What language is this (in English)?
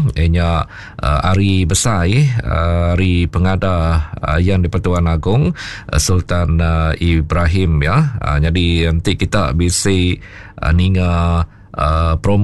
Iban